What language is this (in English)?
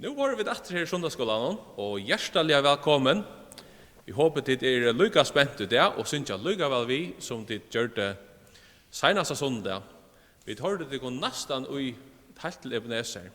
Faroese